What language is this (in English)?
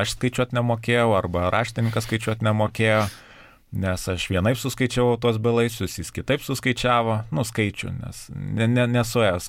Lithuanian